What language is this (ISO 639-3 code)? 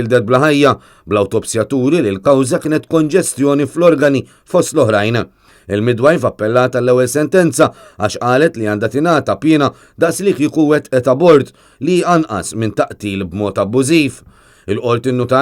mlt